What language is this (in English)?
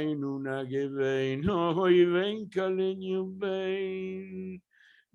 Yiddish